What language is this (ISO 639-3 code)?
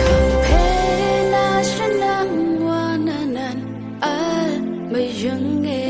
raw